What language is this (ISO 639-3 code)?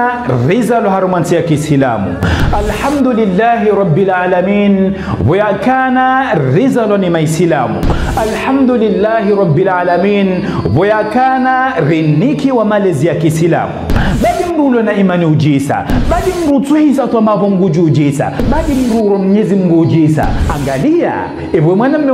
zdj